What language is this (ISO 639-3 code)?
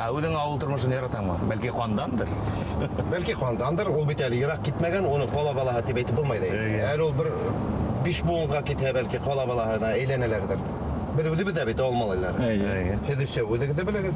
bak